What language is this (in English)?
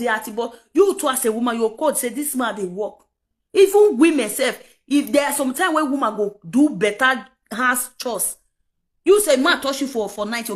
Nigerian Pidgin